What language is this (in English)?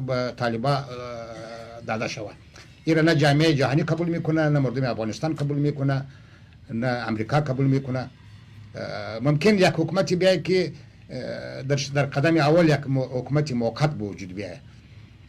Kurdish